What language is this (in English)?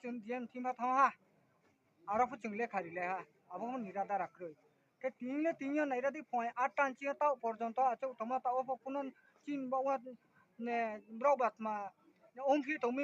Riang (India)